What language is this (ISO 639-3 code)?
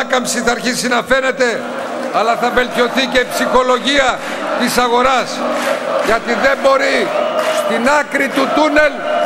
ell